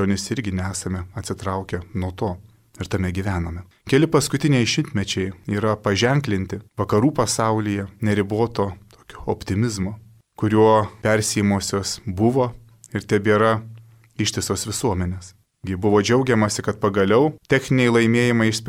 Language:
Lithuanian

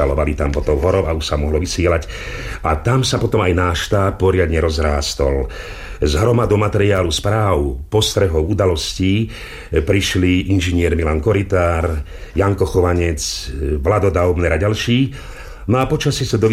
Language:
Slovak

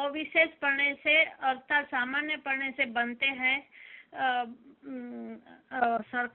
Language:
Gujarati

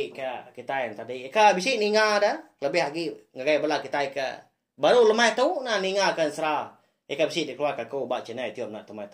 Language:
Iban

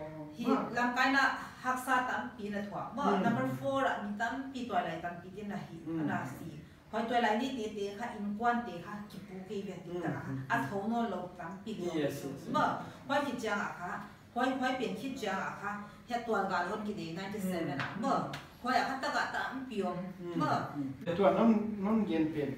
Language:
Paite Chin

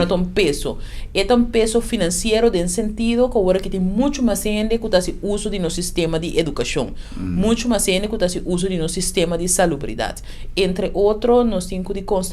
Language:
Papiamento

